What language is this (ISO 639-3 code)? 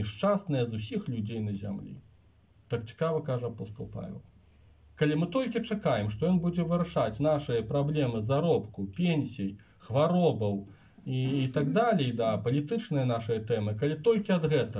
bel